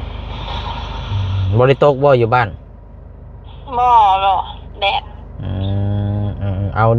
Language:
Lao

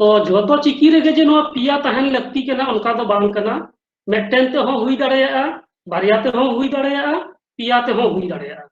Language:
Santali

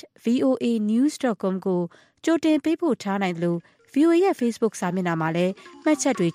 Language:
Burmese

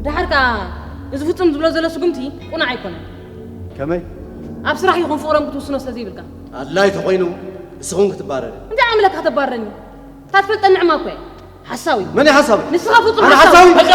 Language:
Tigrinya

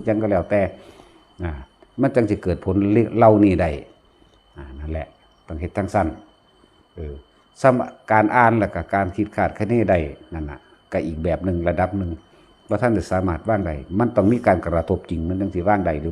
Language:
Northeastern Thai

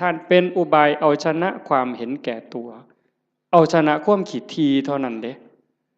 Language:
Northeastern Thai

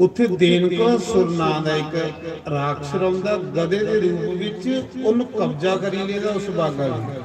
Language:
Dogri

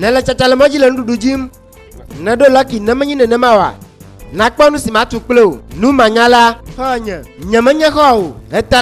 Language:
Ewe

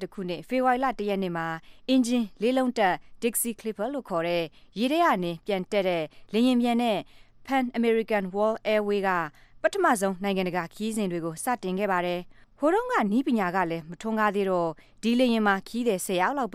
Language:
Burmese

